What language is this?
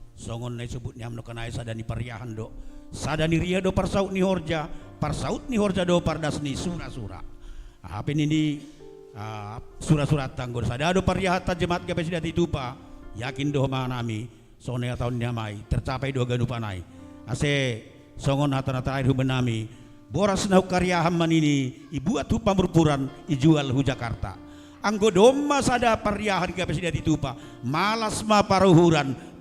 Batak Simalungun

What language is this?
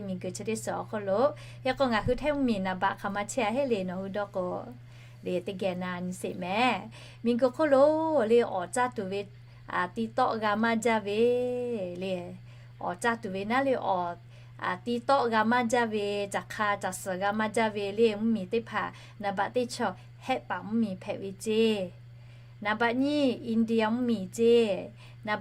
Lahu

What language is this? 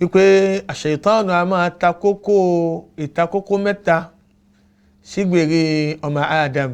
Yoruba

